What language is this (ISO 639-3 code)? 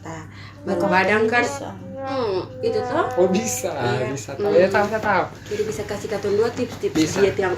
abs